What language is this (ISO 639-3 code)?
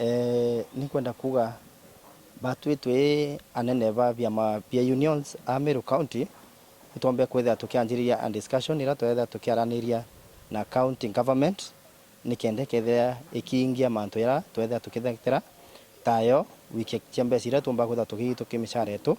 mer